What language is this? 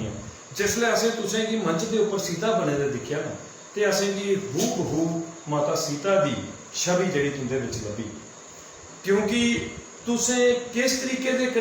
Dogri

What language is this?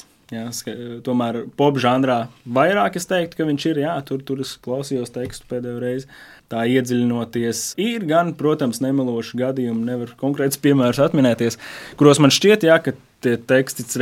Latvian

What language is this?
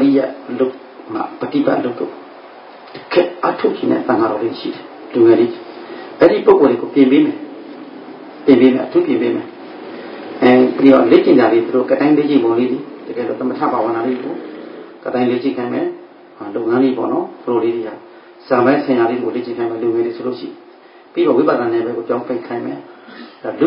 Burmese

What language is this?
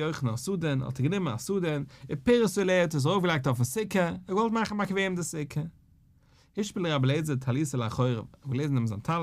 Yiddish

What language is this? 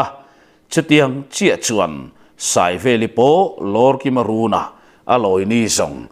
Mizo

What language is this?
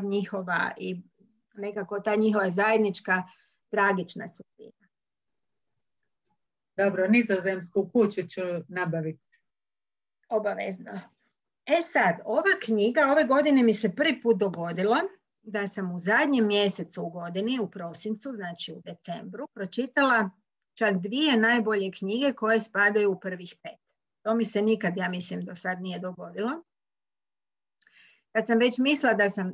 Croatian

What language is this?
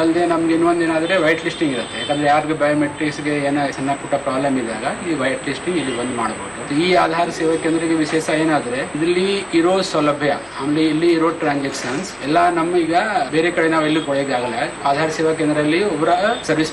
Kannada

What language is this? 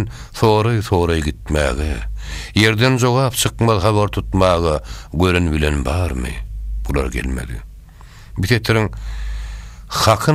Turkmen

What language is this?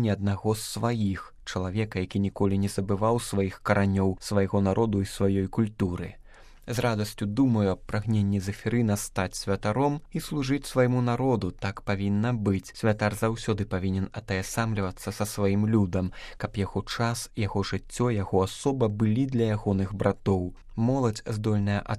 Belarusian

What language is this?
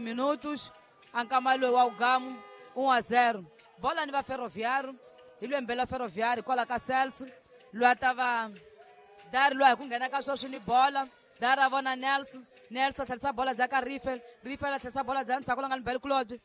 Tsonga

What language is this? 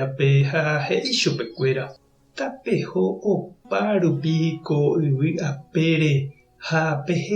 Guarani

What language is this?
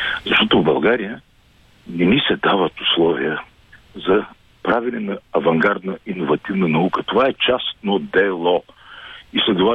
Bulgarian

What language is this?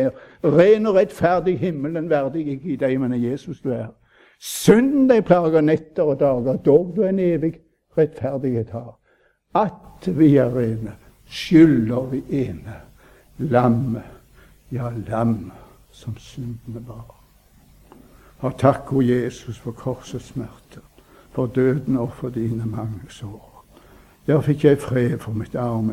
Norwegian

